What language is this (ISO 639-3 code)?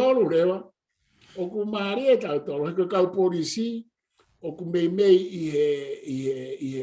ton